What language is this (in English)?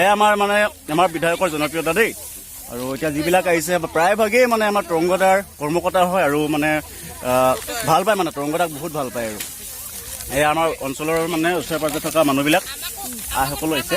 Assamese